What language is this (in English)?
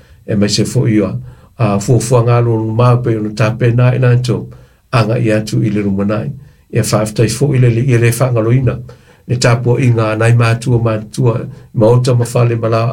Samoan